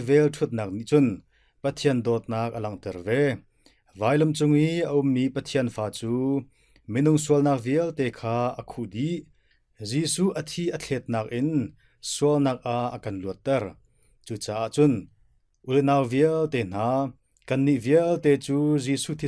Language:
Hakha Chin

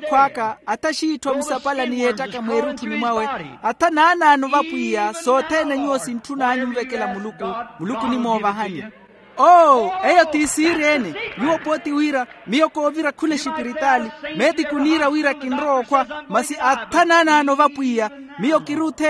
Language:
Makhuwa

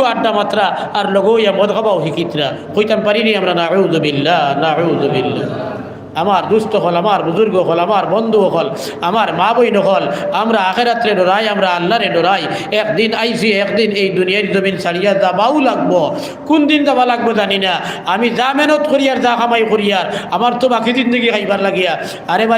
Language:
Sylheti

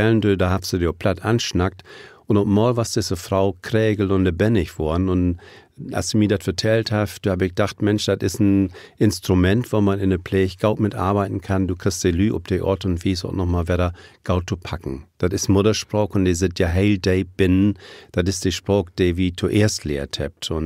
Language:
Low German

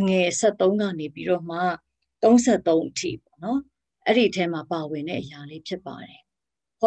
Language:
Burmese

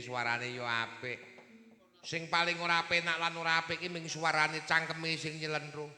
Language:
Javanese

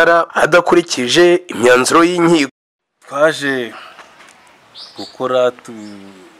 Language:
Kinyarwanda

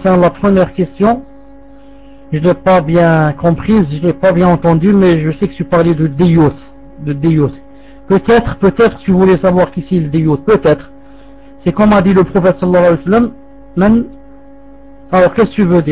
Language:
French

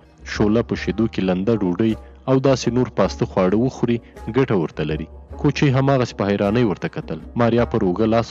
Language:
Pashto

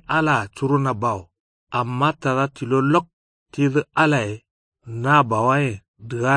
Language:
Kanuri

